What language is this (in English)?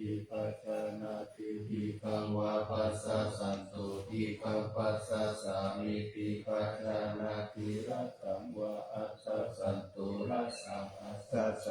Pali